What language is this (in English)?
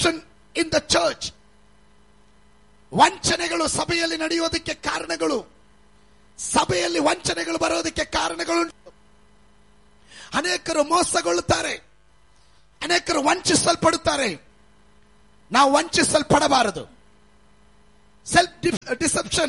Kannada